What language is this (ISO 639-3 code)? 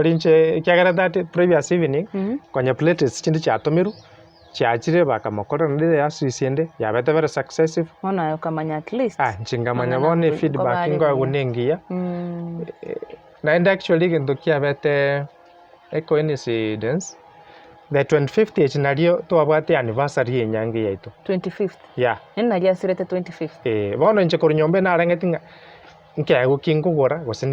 guz